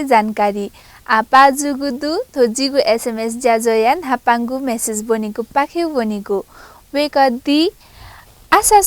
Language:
Newari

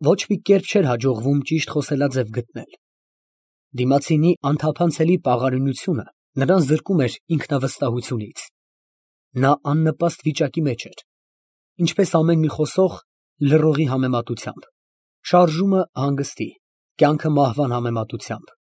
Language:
Armenian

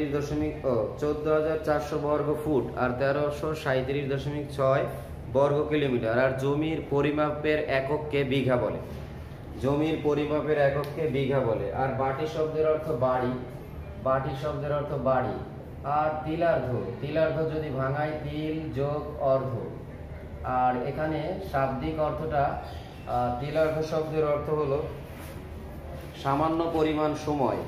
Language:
Bangla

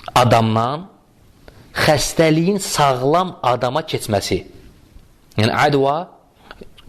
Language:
Azerbaijani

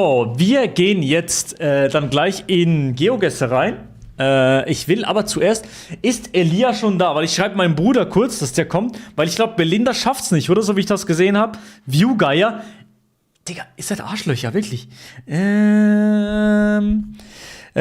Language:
Swiss German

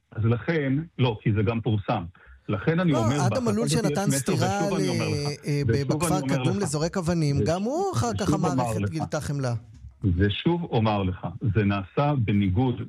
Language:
Hebrew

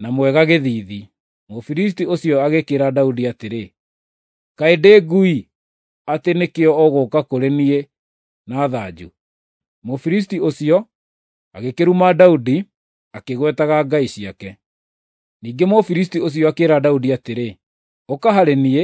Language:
Kikuyu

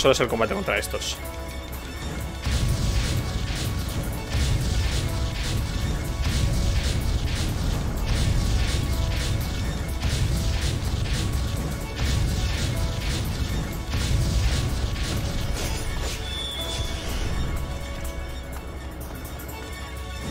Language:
Spanish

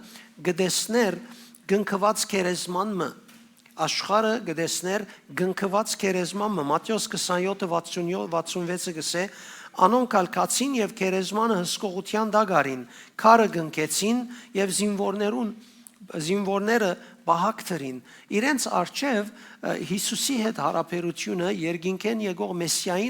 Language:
Western Armenian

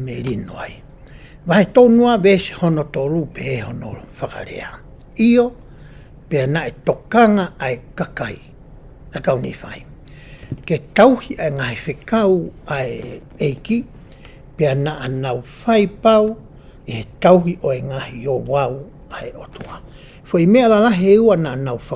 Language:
Tongan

